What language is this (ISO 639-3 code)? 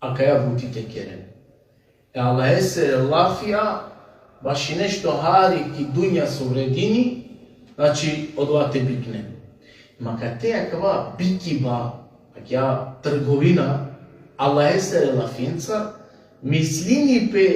rmn